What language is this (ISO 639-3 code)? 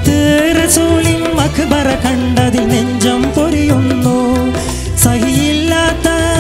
mal